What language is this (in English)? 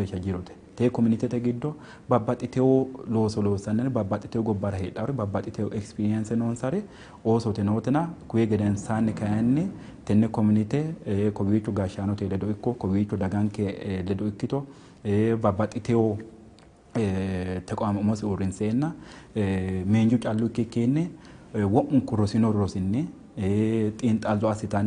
Sidamo